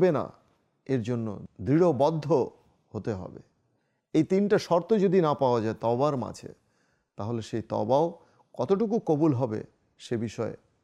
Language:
Bangla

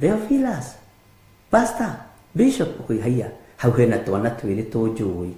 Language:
Kikuyu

